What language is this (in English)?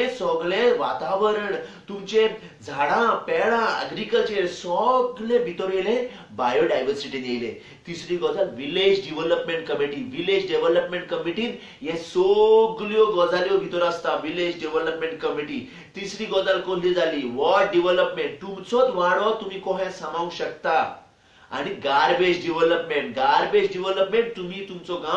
Konkani